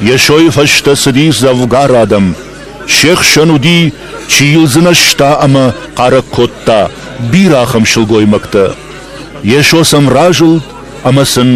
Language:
Ossetic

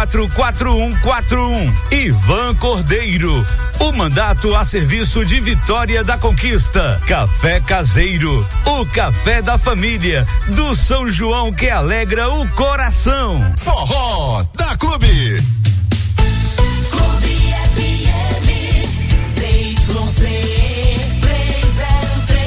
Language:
Portuguese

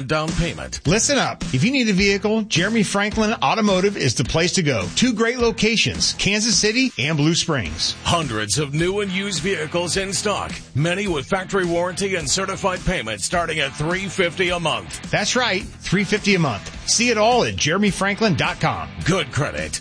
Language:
English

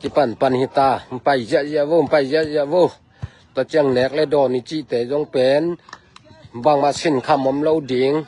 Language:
Tedim Chin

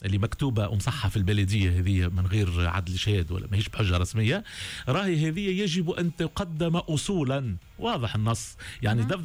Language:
Tunisian Arabic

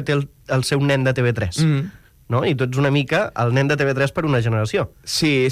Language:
Catalan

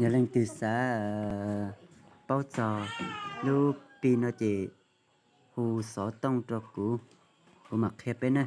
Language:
Hmong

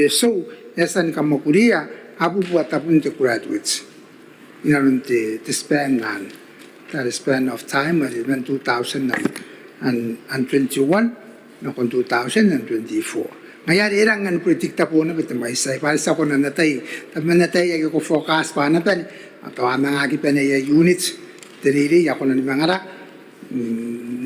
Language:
Gilbertese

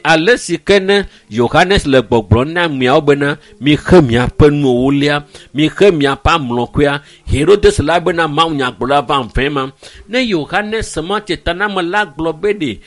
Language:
Ewe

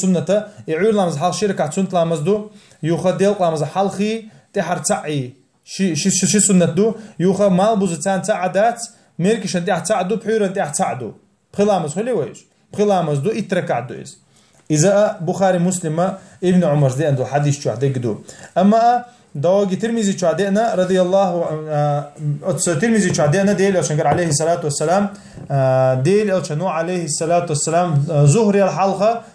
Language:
Chechen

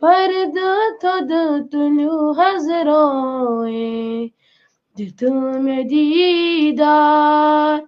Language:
Kashmiri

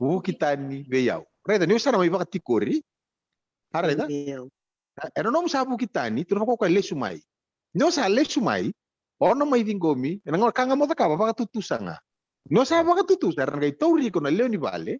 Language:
Fijian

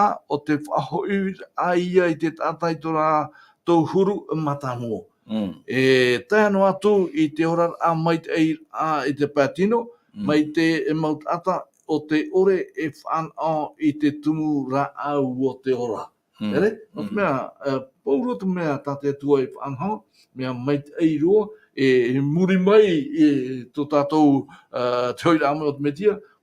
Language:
Tahitian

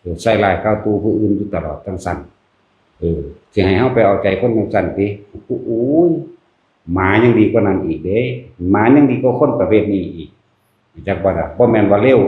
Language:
Northeastern Thai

